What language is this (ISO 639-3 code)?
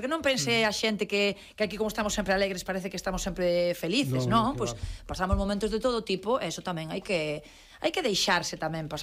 glg